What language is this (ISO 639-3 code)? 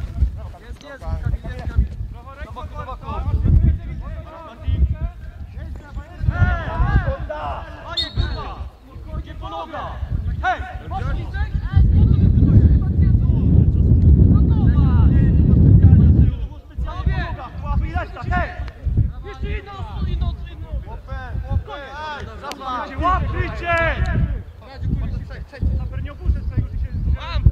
pol